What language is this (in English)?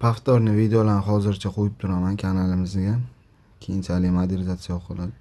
Uzbek